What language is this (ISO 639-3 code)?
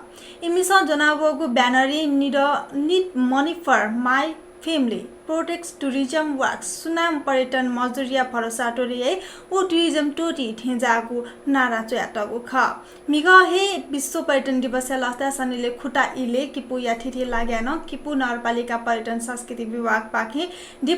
new